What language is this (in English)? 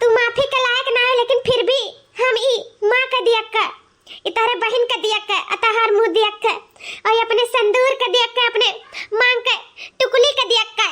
Awadhi